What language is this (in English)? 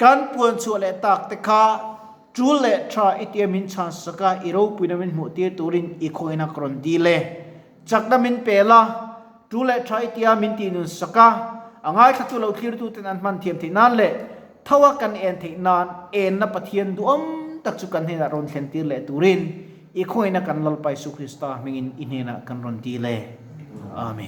Mizo